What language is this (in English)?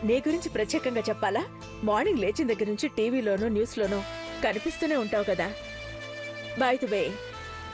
Telugu